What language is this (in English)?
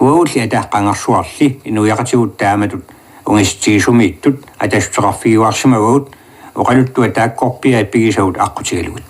Kalaallisut